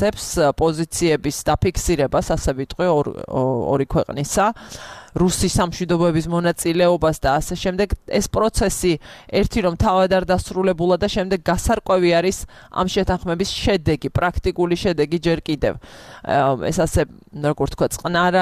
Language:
Georgian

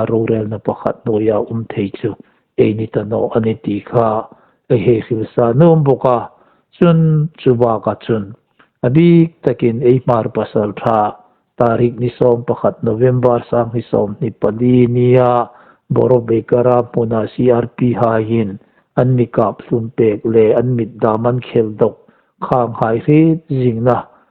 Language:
Hmar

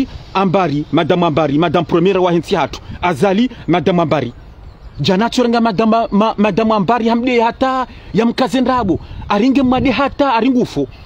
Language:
Ngazidja Comorian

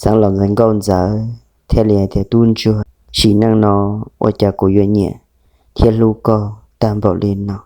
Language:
Hmong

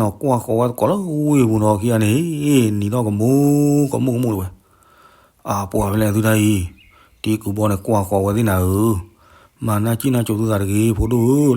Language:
S'gaw Karen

